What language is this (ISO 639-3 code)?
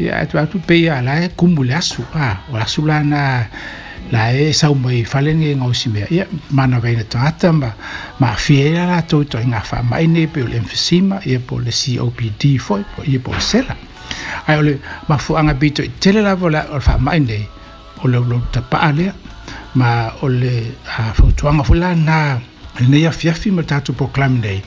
smo